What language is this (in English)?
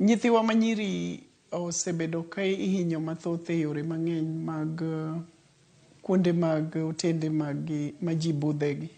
Luo (Kenya and Tanzania)